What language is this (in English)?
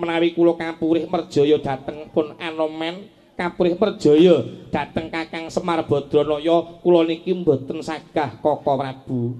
Javanese